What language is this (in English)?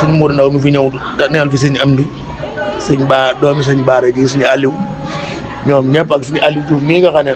Wolof